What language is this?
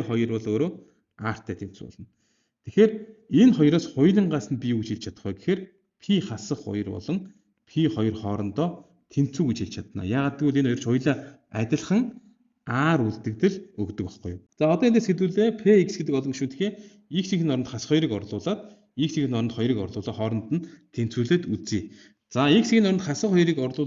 Mongolian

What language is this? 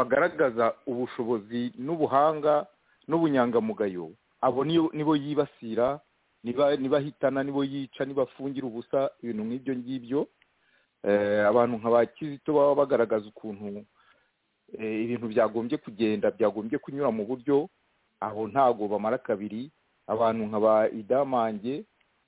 Kinyarwanda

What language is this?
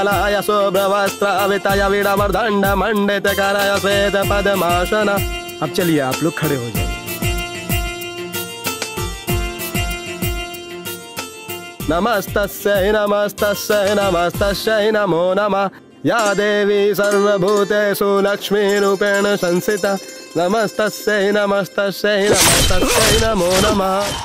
Bhojpuri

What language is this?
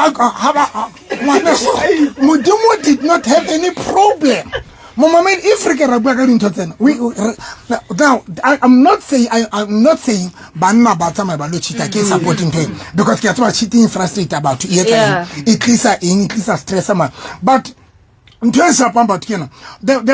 Southern Sotho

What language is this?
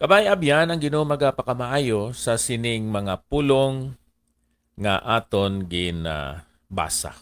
Hiligaynon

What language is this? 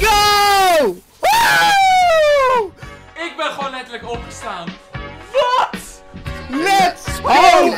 Dutch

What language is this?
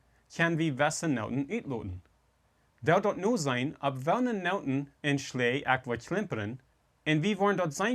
Plautdietsch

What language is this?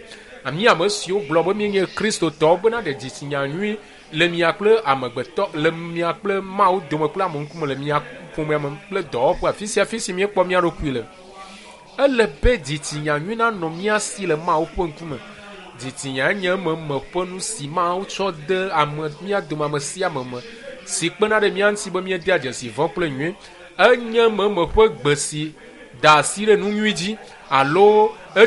Ewe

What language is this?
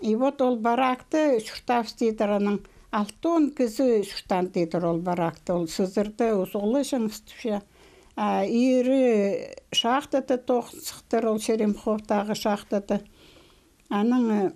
Khakas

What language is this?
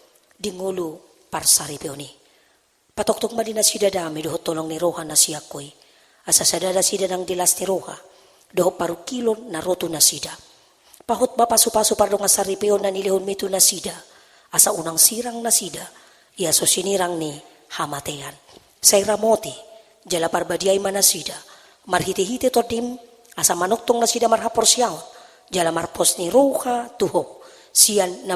Batak Toba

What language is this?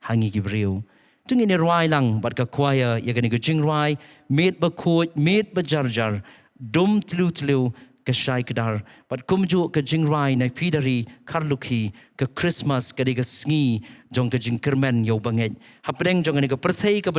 Khasi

